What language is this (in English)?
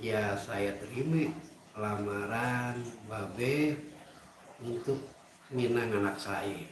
Betawi